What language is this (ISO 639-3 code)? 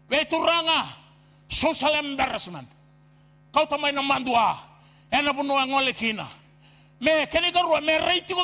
fij